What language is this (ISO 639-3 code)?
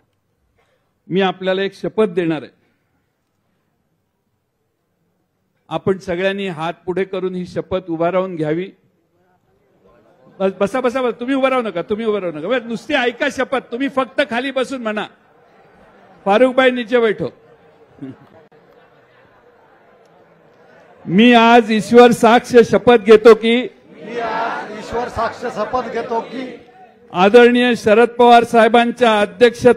mar